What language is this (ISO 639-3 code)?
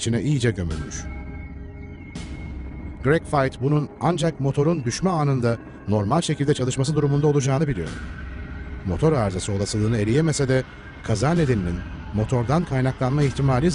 tur